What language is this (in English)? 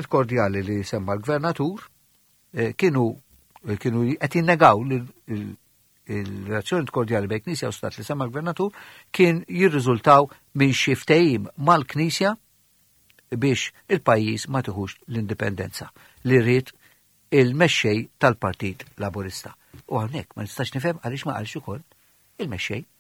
Maltese